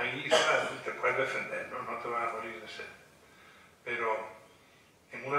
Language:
Spanish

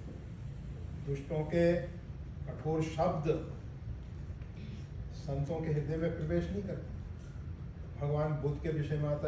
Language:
Hindi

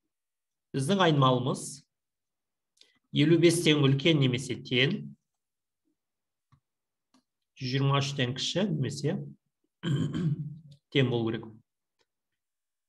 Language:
Kazakh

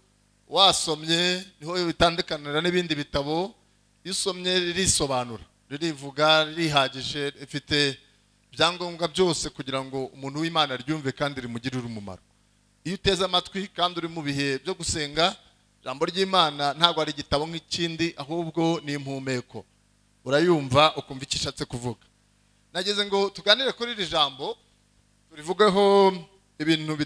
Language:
Kinyarwanda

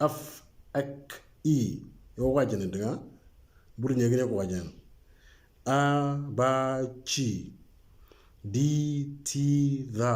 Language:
Moro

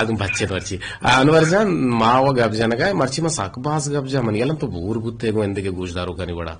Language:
Eastern Balochi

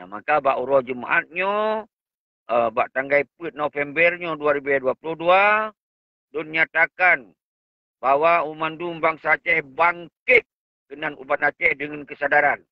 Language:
Achinese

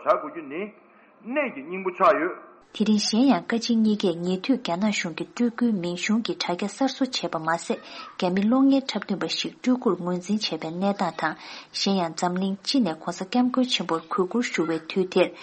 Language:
Tibetan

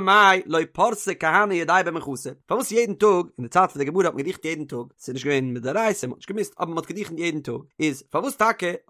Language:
Yiddish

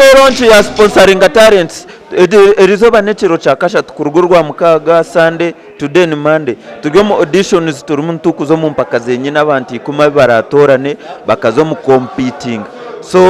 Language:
Nyankole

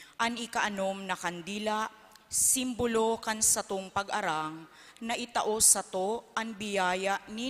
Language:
Bikol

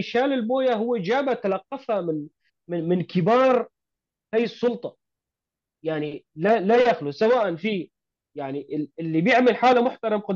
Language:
North Levantine Arabic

